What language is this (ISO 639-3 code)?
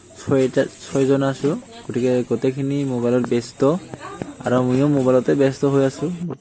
asm